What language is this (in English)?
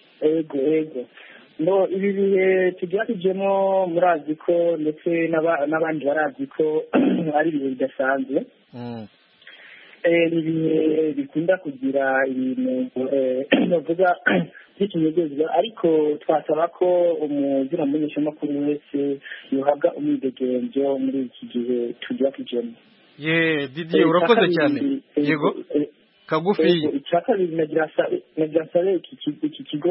Kinyarwanda